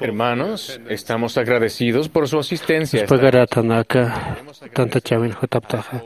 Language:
Aymara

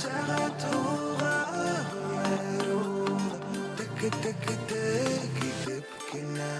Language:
Bashkir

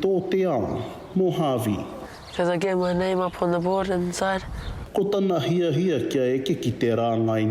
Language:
Māori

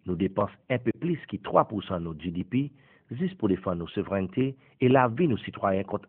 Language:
Seselwa Creole French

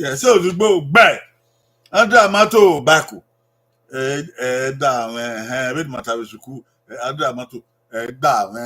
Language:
Bini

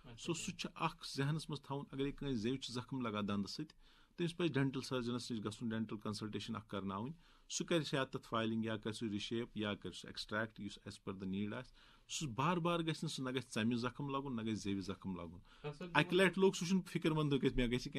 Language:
Kashmiri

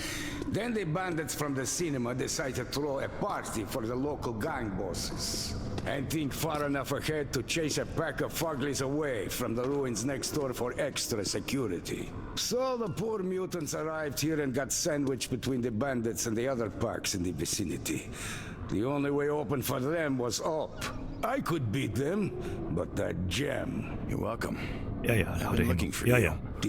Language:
Bavarian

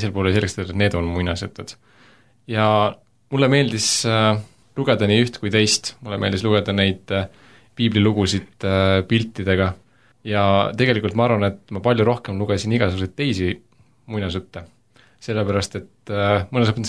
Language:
Estonian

